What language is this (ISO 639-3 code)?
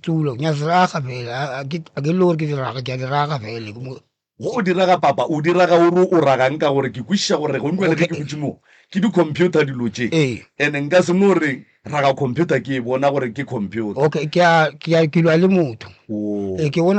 nso